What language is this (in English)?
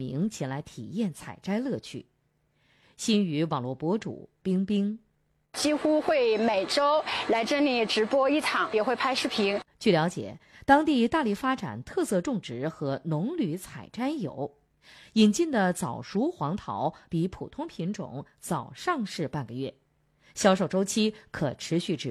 Chinese